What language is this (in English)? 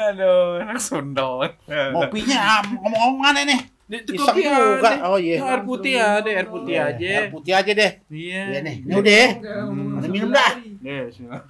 Betawi